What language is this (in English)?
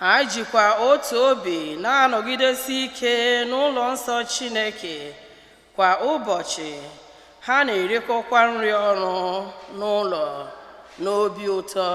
Igbo